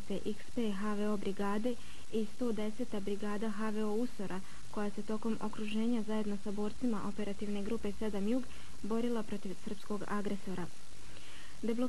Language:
Bosnian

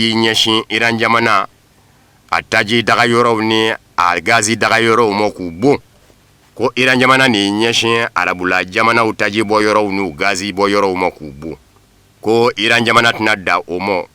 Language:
Bambara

